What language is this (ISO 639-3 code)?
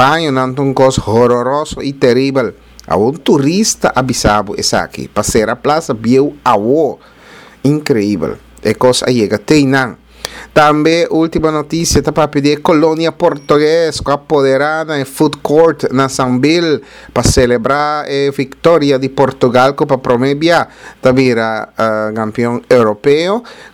pap